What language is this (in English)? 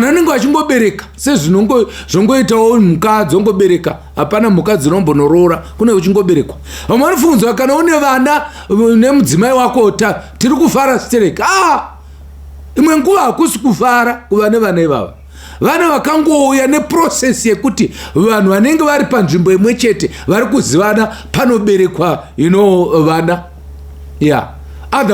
Shona